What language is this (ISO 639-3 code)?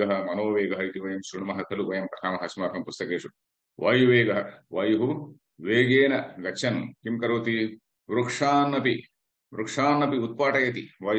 san